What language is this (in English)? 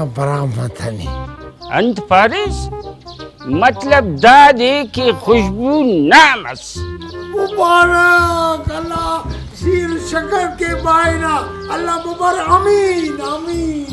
Brahui